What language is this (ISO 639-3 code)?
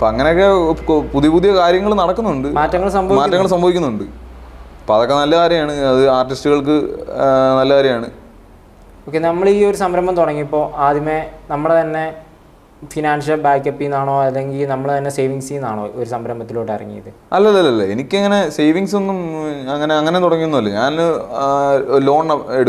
mal